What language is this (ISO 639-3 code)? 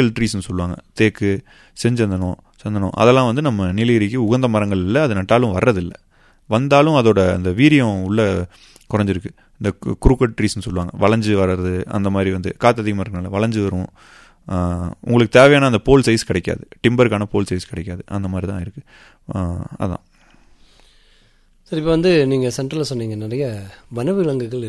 tam